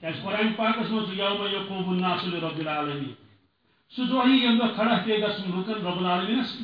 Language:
Kashmiri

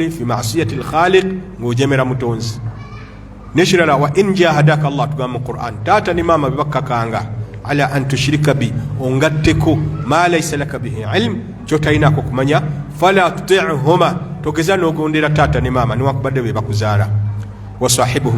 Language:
Ganda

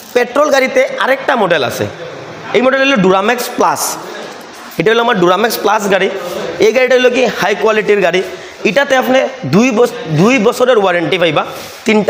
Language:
Sylheti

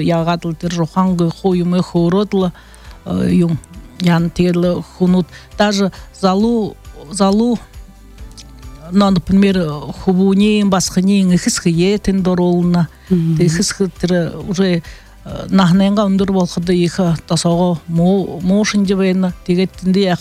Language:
Buriat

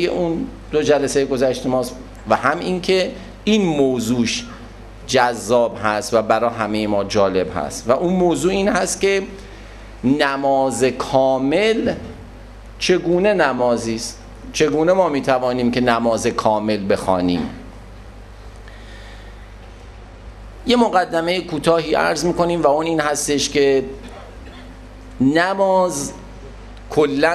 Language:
Persian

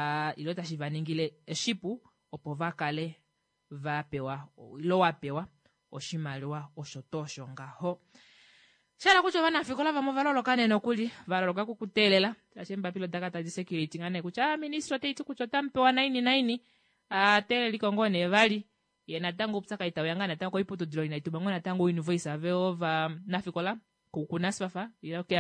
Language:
Kuanyama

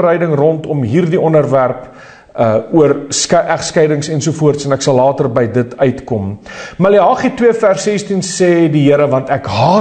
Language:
Afrikaans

